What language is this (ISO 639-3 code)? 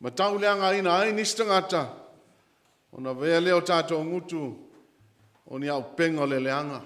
smo